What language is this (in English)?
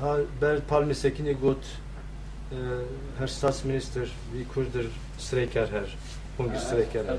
Kurdish